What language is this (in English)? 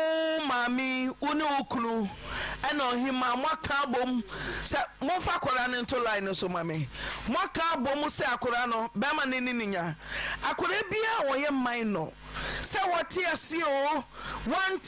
Akan